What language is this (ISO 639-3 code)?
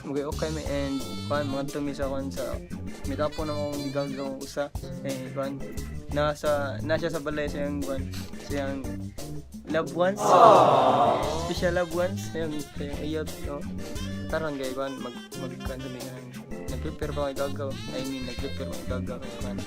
ceb